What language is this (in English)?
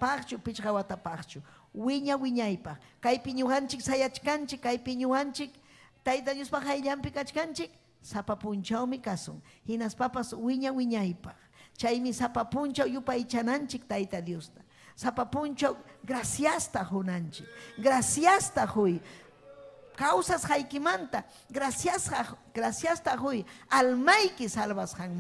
Ayacucho Quechua